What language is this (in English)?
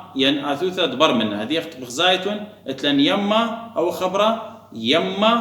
Assyrian Neo-Aramaic